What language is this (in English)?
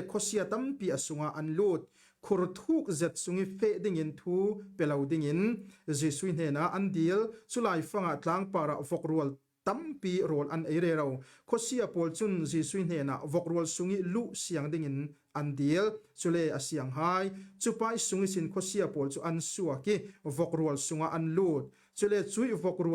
Falam Chin